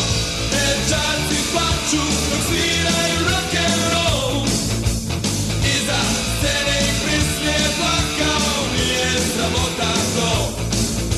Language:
Serbian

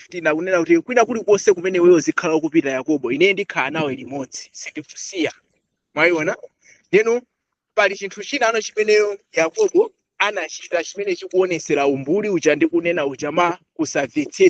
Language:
Nyanja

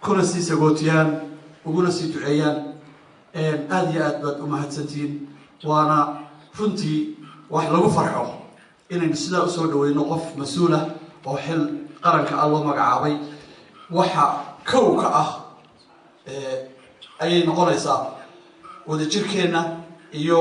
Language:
Somali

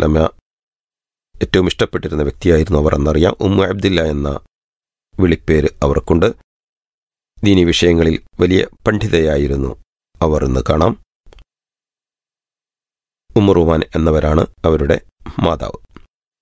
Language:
Malayalam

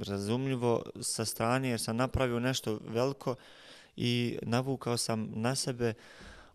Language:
Bosnian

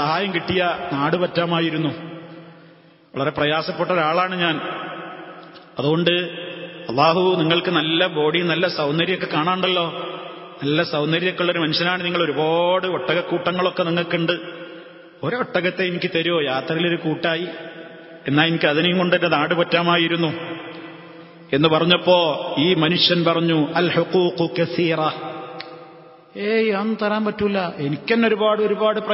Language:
Malayalam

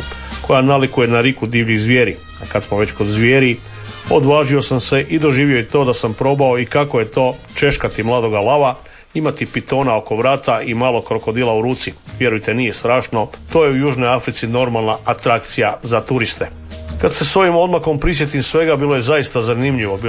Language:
Croatian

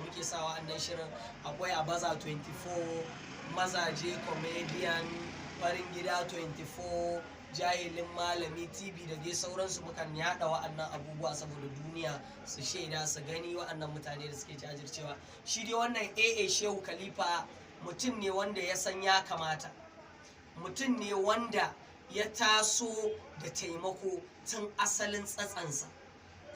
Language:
Hausa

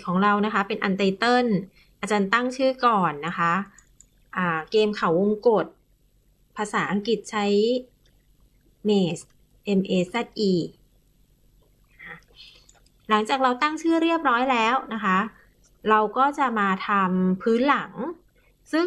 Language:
Thai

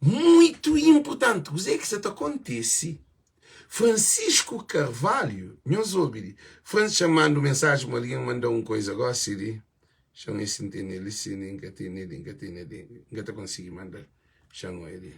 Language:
Kabuverdianu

